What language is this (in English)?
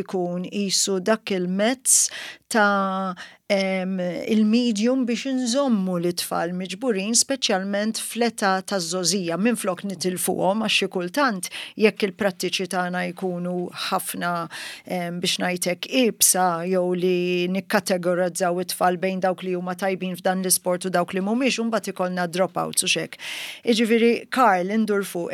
Maltese